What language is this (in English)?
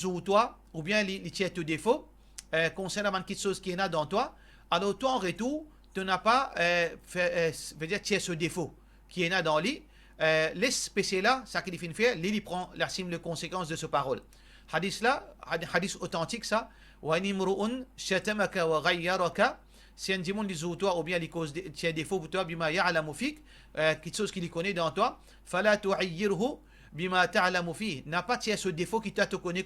Morisyen